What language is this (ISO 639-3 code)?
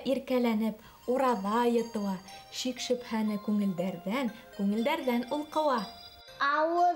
bak